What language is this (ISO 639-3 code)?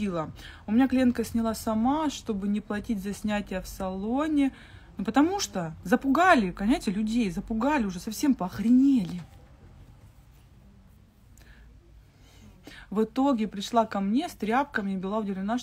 rus